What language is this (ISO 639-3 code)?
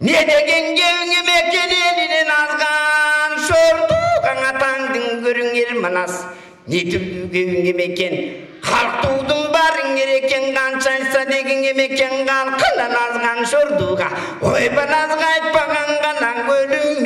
kir